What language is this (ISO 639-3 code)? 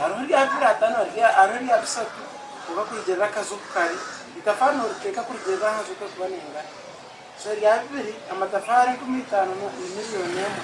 nyn